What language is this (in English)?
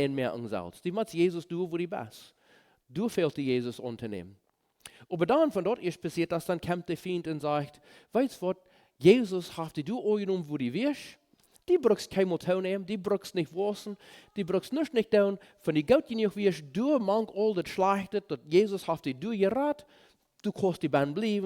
Plautdietsch